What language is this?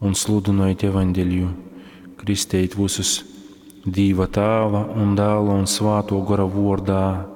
Latgalian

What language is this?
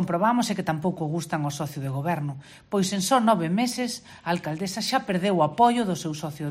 Galician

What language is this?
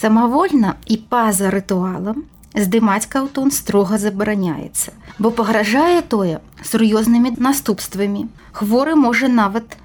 Belarusian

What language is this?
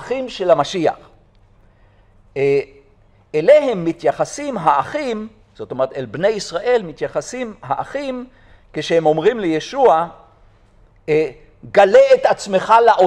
Hebrew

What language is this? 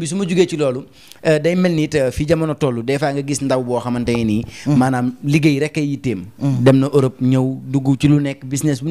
Wolof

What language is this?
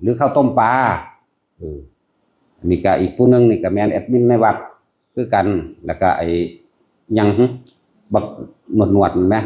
Northeastern Thai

